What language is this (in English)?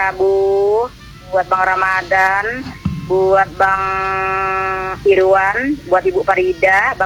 Indonesian